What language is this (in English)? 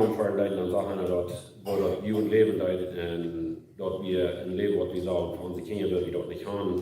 Plautdietsch